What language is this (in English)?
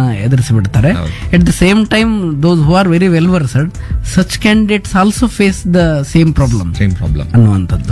Kannada